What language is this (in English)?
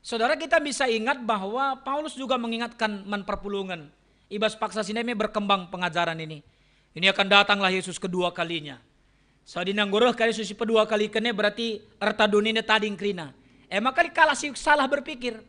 Batak Karo